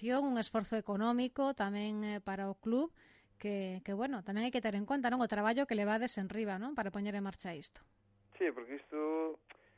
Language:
Galician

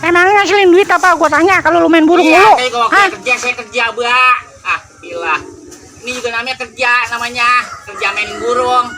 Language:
Betawi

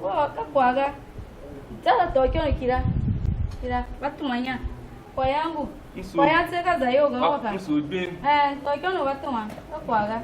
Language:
Tiv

